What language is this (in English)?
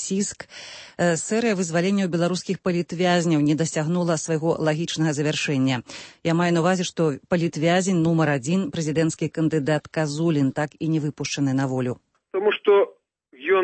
Belarusian